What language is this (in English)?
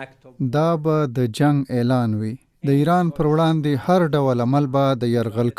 Pashto